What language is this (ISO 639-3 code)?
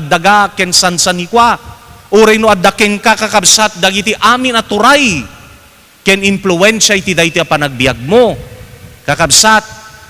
ilo